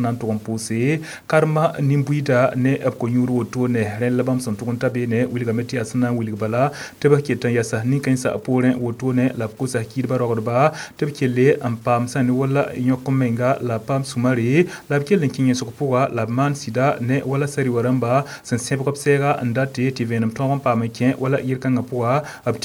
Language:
Mossi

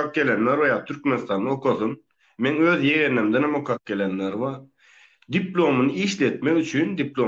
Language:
Turkmen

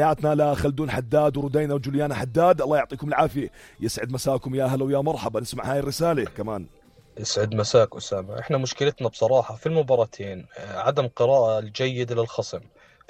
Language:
North Levantine Arabic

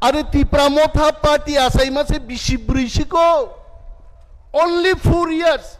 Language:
Kok Borok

